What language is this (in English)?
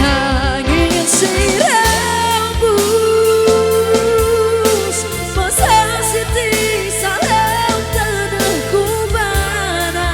Batak Karo